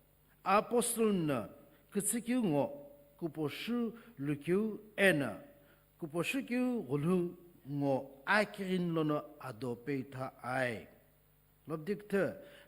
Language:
Sumi Naga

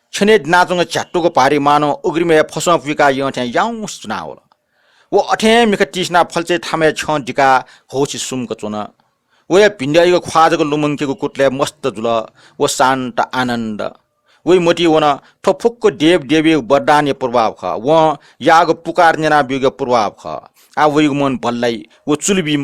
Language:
Newari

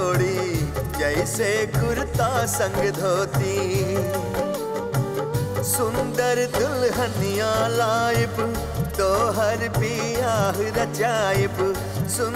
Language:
Bhojpuri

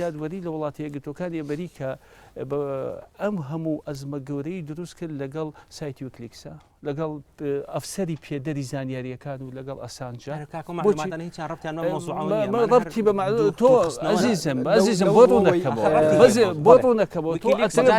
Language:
Central Kurdish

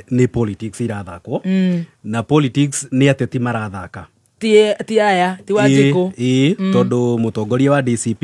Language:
Kikuyu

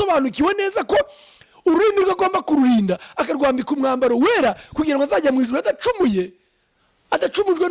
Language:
Kinyarwanda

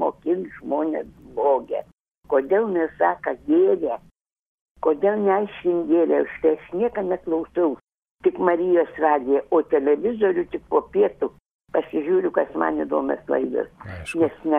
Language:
Lithuanian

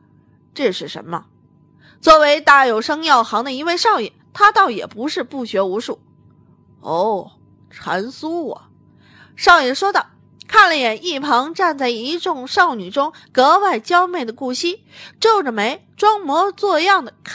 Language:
Chinese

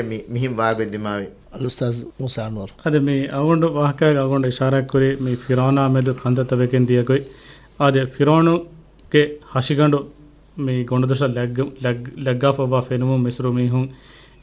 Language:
Divehi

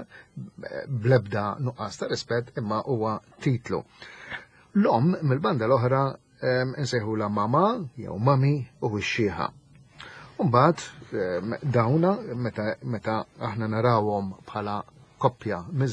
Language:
Maltese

